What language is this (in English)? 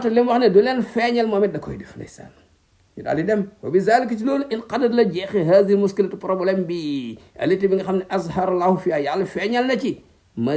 Wolof